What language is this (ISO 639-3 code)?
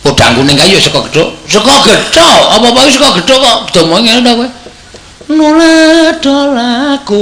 jav